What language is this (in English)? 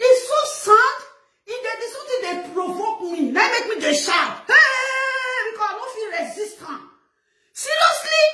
Nigerian Pidgin